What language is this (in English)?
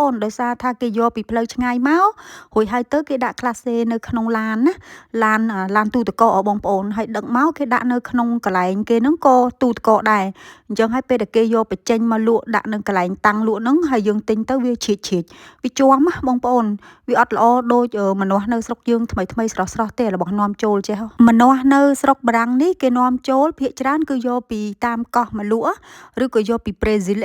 Khmer